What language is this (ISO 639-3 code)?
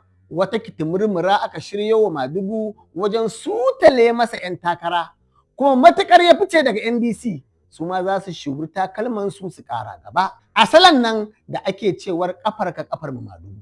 hau